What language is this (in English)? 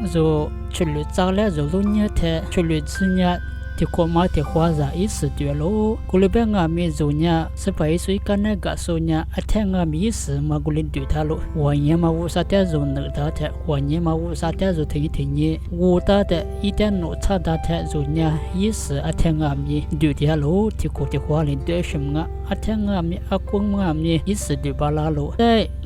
Lisu